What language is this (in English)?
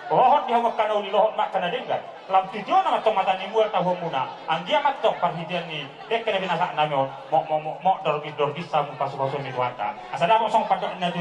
Batak Toba